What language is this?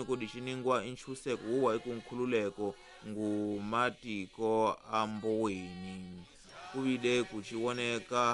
Tsonga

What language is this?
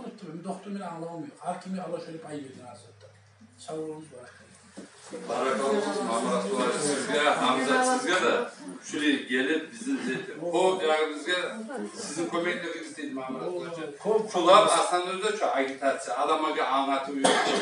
Kumyk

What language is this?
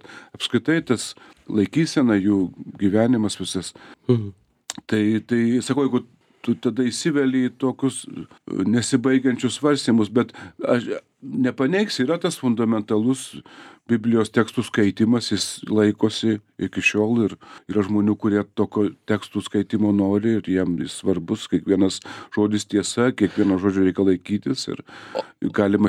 Lithuanian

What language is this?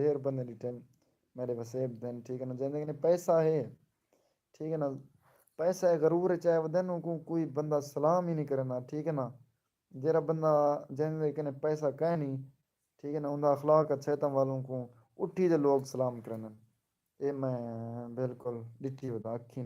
Saraiki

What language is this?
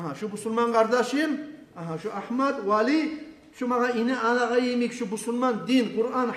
Kumyk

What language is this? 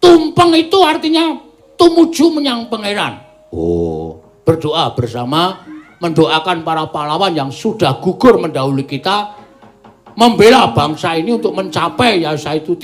Javanese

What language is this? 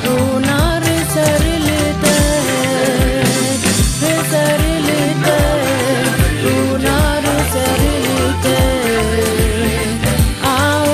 Southern Sotho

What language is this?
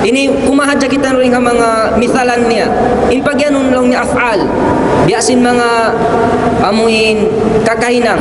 Tausug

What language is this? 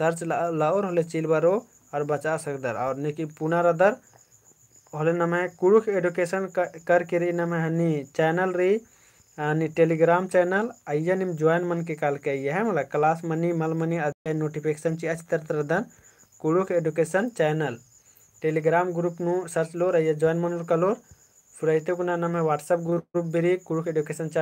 Kurukh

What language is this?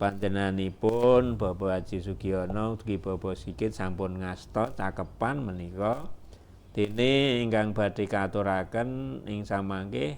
Javanese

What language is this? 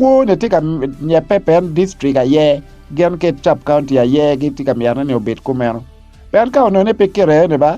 Acoli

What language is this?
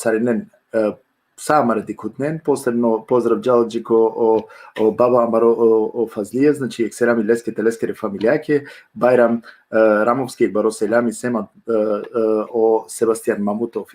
Balkan Romani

